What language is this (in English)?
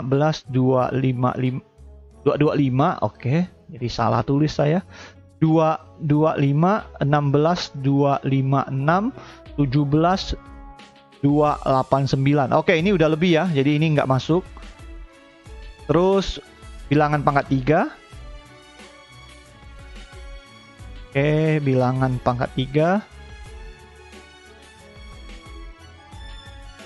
Indonesian